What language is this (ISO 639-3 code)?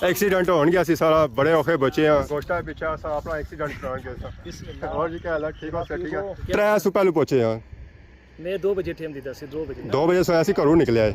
phr